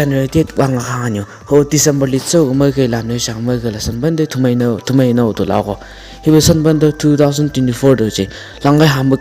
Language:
Chang Naga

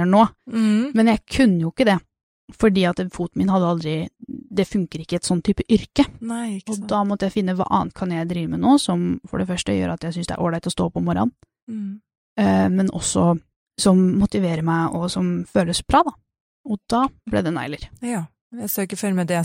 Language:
Norwegian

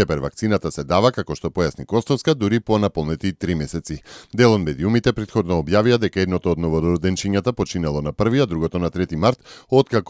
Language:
Macedonian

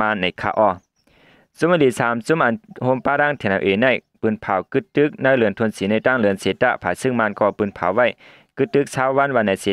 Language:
Shan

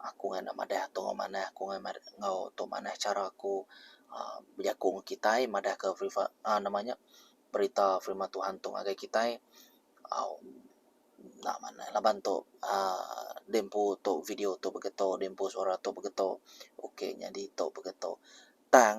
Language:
Iban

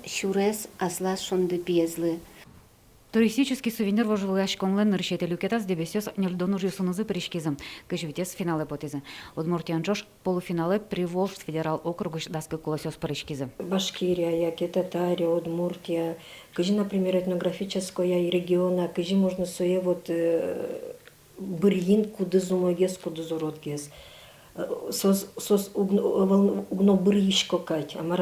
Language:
Udmurt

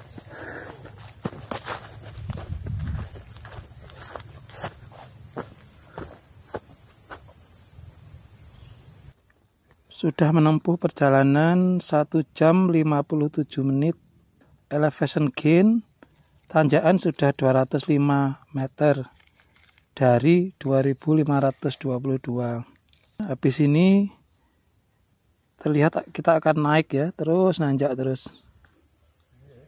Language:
Indonesian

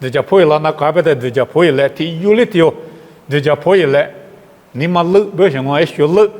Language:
Lisu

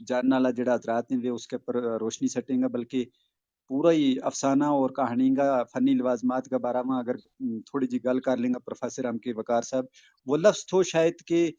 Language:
Gujari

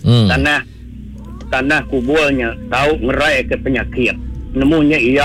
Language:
Iban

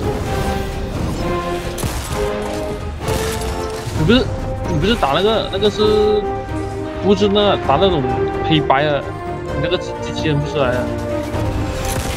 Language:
Chinese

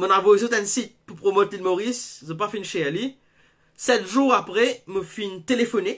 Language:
Morisyen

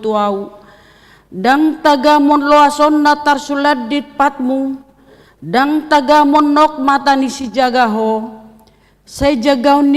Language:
Batak Toba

